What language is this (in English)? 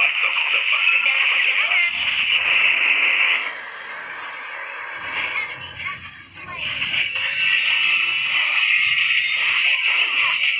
Indonesian